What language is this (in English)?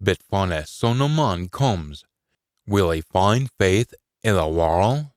Scots